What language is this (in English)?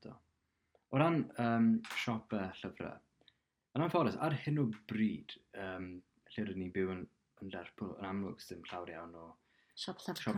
Welsh